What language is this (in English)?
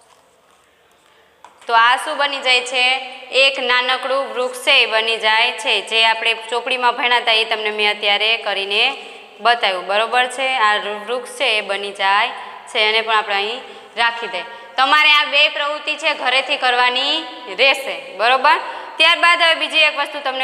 Gujarati